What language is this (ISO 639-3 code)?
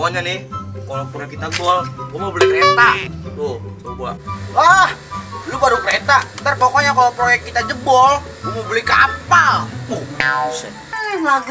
bew